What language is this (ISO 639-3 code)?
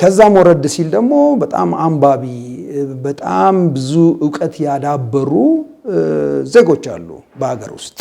amh